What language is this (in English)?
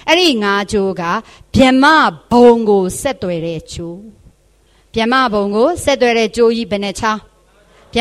Burmese